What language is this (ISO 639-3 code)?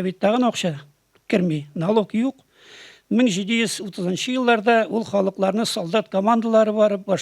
tat